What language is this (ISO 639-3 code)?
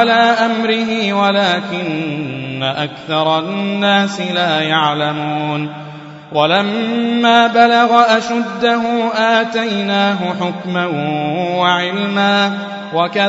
ara